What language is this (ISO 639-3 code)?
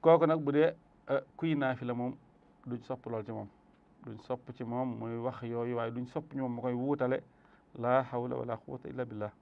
wol